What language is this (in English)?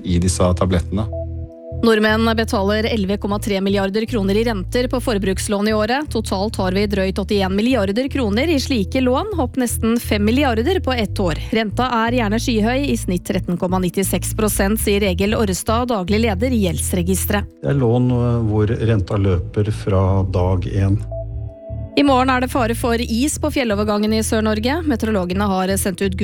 Norwegian